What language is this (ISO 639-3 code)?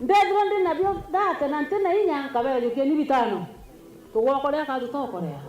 mer